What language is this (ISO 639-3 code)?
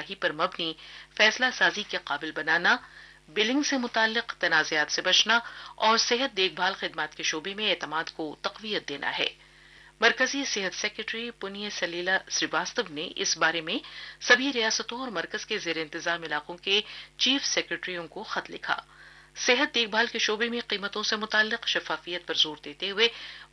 urd